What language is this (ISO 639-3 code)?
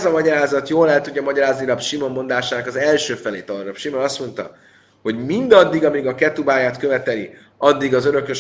hun